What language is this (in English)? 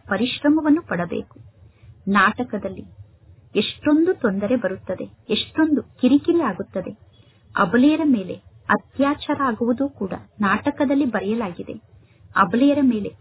Kannada